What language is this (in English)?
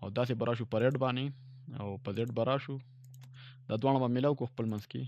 Pashto